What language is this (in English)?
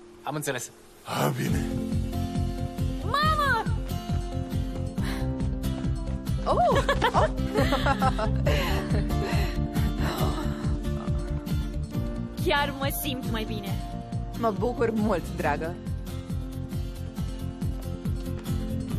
Romanian